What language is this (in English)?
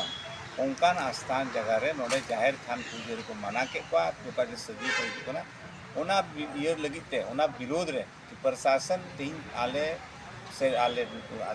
Santali